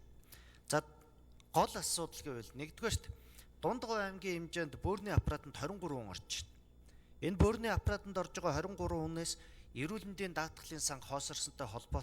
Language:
Mongolian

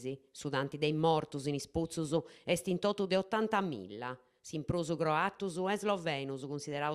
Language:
Sardinian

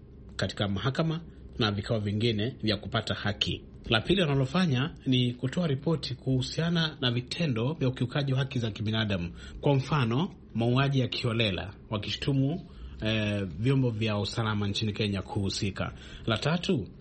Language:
Swahili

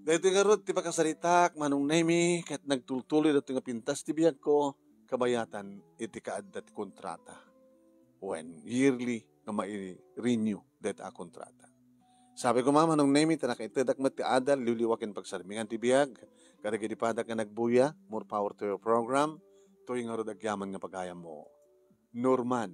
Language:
Iloko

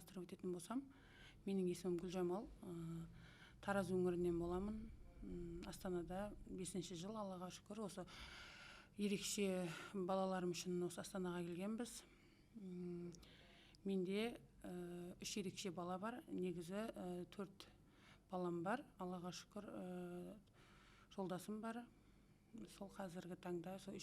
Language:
Kazakh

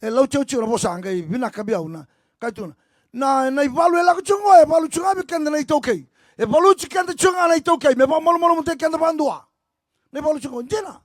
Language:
Fijian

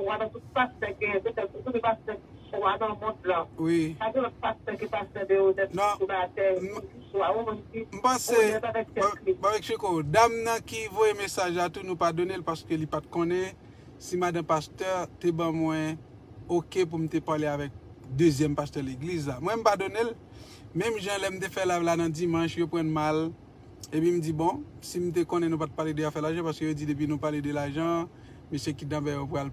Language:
Haitian Creole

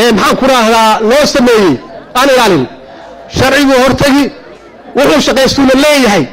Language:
Somali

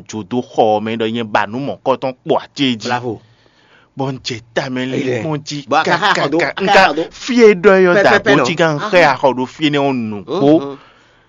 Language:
Fon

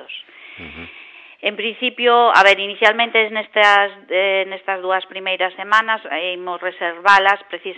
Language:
Galician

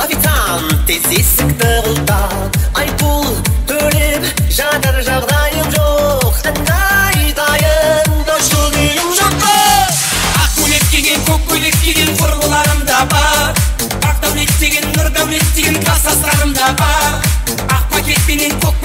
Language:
Kara-Kalpak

